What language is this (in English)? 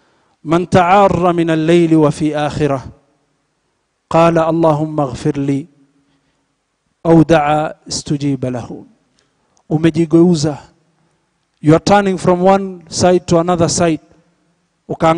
Swahili